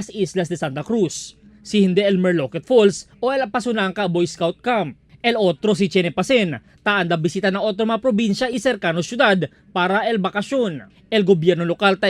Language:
Chavacano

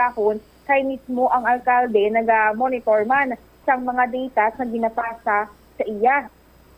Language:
Hiligaynon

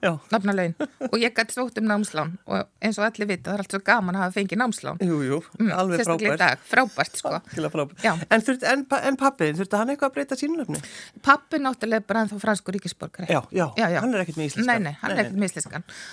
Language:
Icelandic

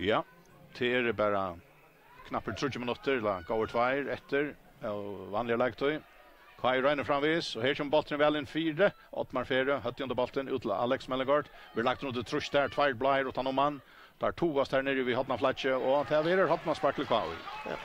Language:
Faroese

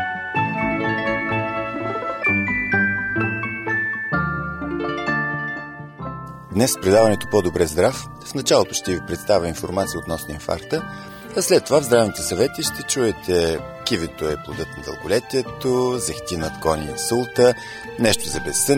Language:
Bulgarian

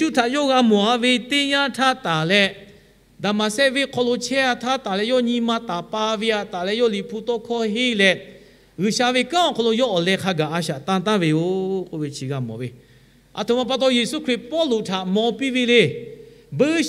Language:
Lahu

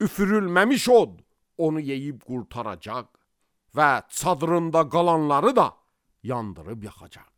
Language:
Azerbaijani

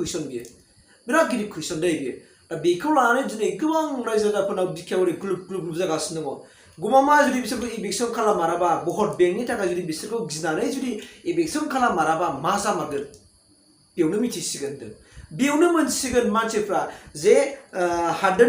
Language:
Bodo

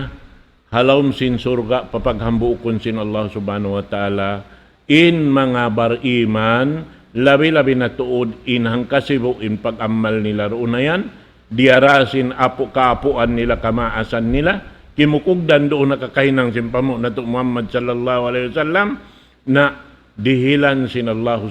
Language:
Tausug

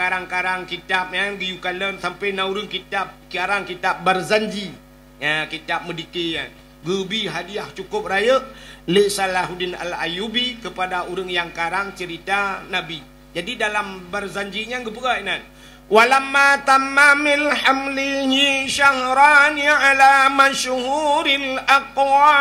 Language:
Achinese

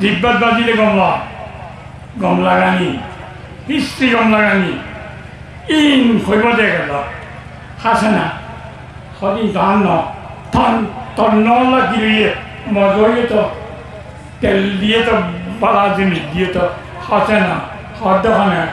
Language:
Rohingya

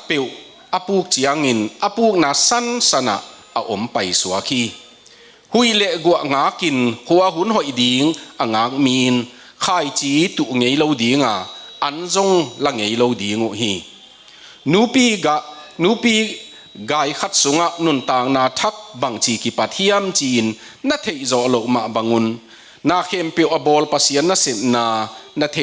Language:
Tedim Chin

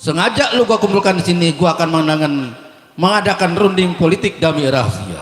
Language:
Betawi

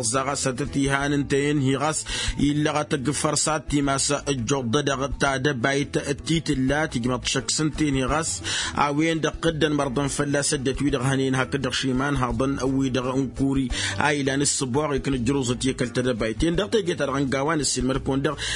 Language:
Tamasheq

